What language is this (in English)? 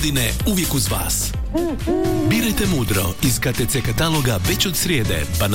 Croatian